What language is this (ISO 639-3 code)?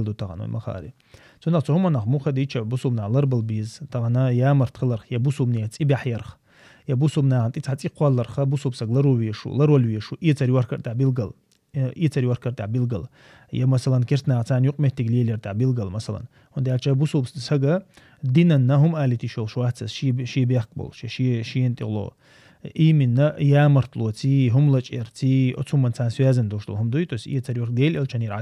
che